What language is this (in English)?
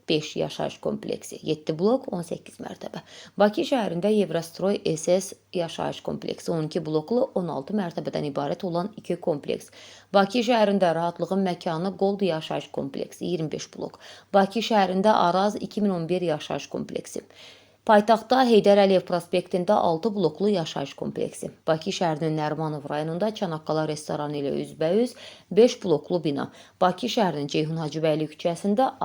Azerbaijani